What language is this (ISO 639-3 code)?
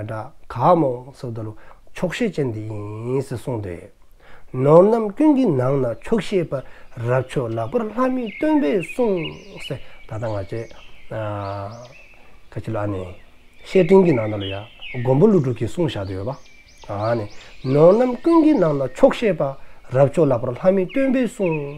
dzo